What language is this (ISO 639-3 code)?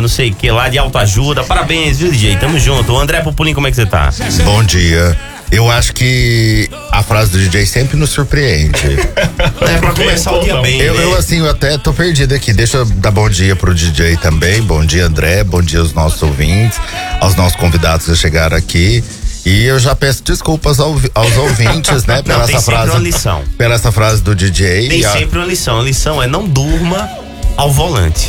por